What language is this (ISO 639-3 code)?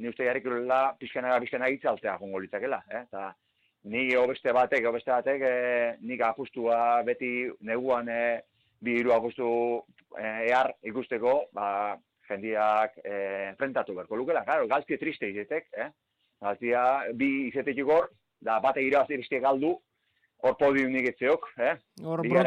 eus